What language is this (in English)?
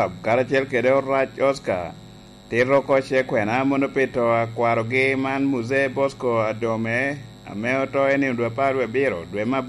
Lango (Uganda)